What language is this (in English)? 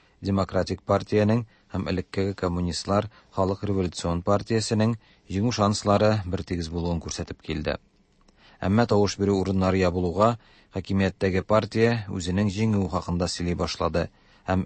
Tatar